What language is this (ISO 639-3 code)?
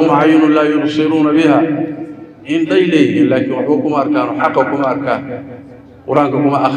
som